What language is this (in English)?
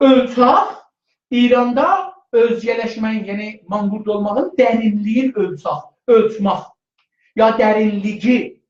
South Azerbaijani